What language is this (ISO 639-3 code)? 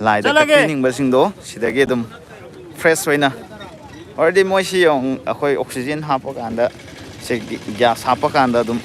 mni